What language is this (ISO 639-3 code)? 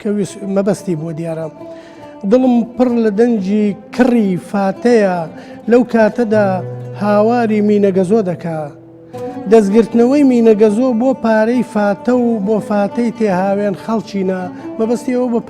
ckb